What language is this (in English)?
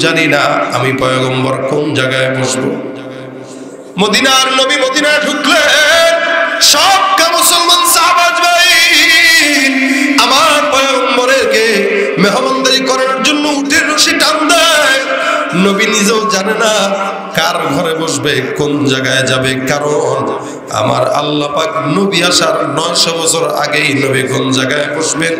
Bangla